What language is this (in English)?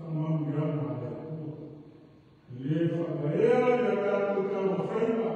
Samoan